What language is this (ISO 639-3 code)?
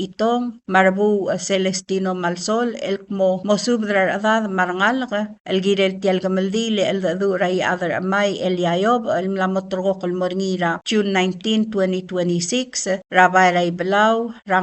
pau